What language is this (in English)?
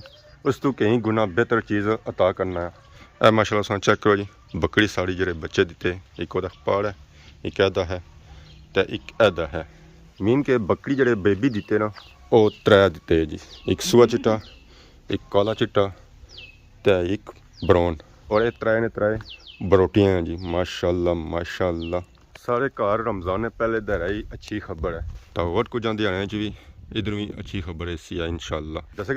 Pahari-Potwari